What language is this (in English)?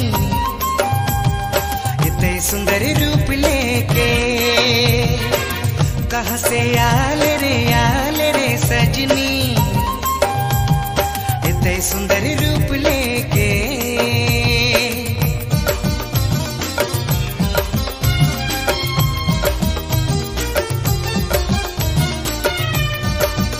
Sadri